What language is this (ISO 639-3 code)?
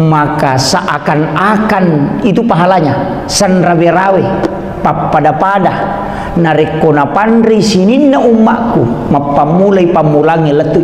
bug